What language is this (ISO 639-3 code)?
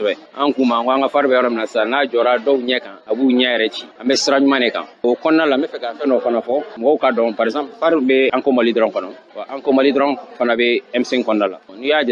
bam